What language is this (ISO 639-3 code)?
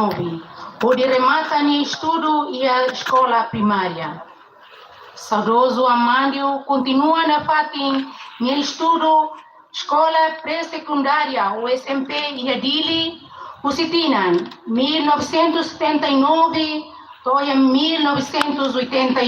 tet